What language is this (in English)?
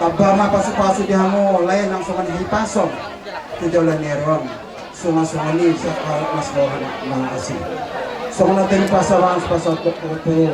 Batak Toba